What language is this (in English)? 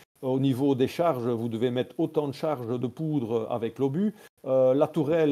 French